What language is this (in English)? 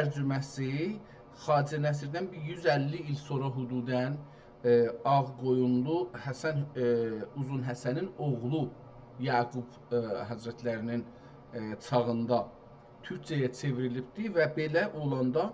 South Azerbaijani